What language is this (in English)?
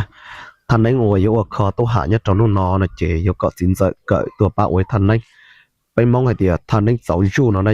Hmong